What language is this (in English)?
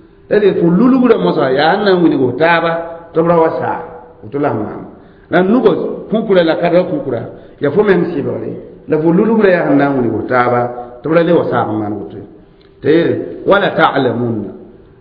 Mossi